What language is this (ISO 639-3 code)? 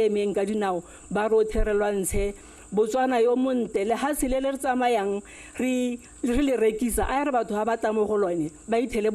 tsn